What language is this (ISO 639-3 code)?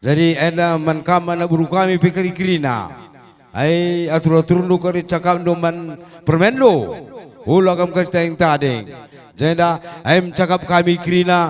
btx